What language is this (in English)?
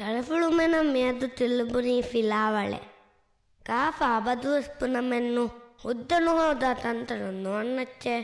Divehi